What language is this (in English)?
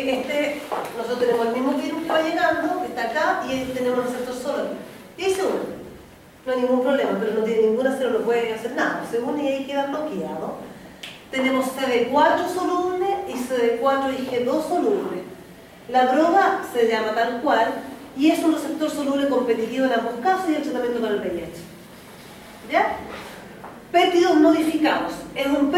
Spanish